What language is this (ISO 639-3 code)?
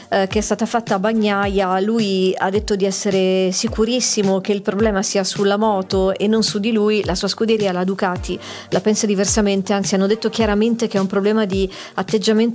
ita